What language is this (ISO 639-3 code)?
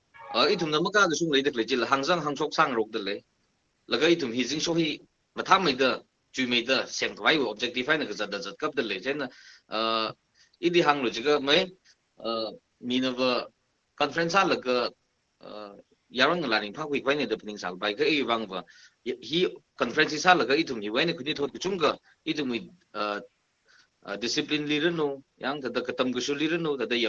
nmf